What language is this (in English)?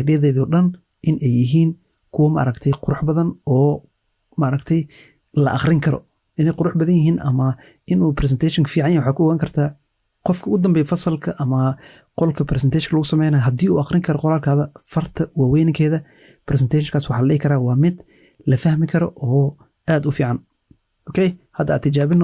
Somali